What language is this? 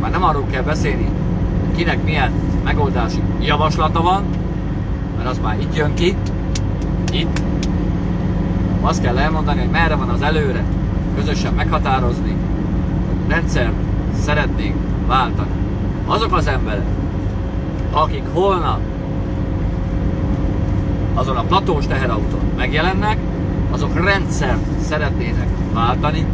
Hungarian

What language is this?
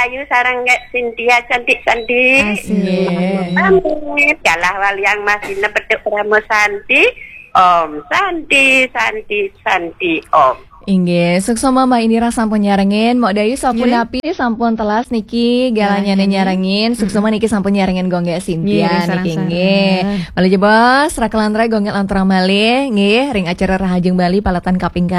Balinese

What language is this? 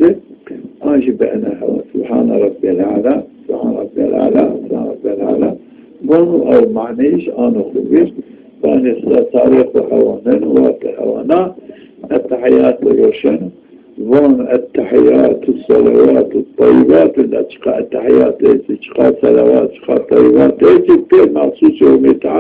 Zaza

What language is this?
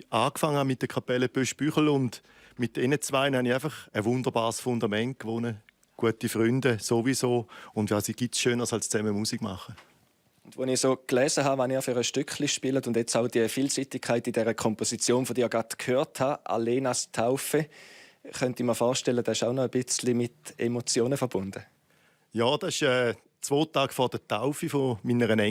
Swiss German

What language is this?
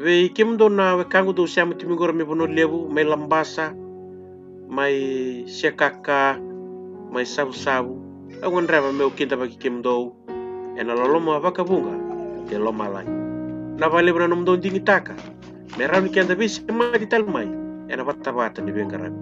Fijian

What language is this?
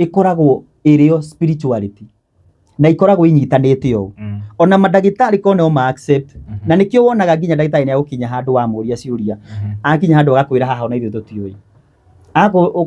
Kikuyu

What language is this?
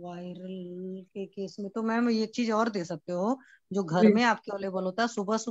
Hindi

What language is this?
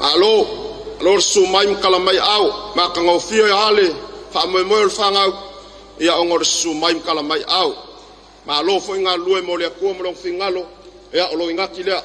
Samoan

